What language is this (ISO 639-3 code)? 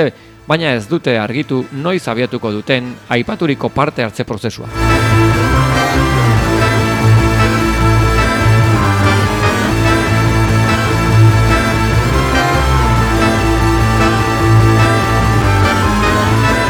eus